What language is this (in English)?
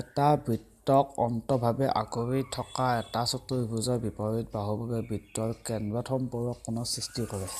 Assamese